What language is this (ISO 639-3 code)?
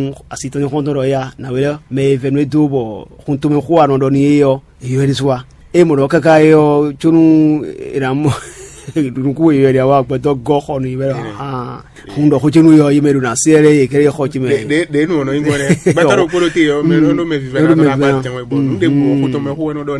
fon